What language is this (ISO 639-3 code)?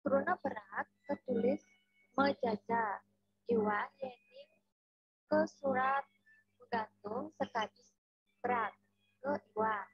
ban